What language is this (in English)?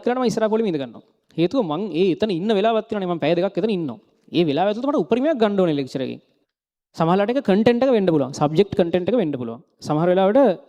Sinhala